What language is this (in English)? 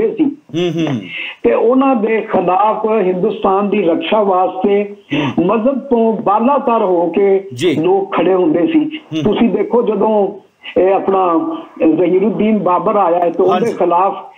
Punjabi